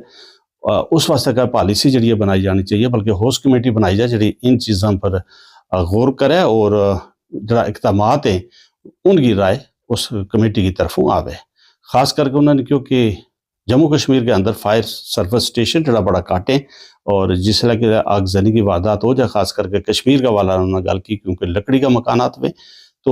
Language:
Gujari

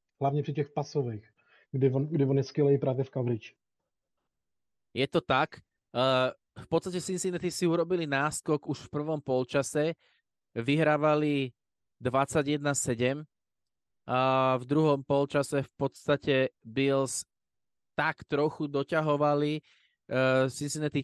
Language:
Slovak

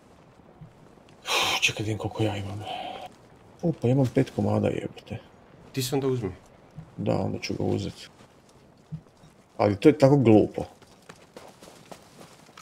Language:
Croatian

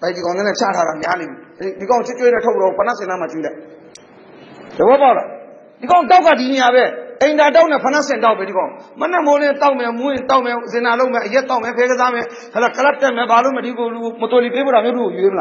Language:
Burmese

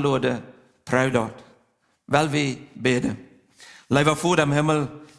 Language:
Plautdietsch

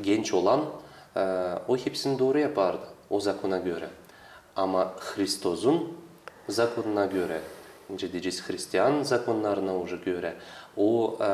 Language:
Gagauz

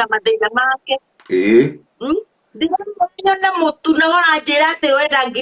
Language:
Kikuyu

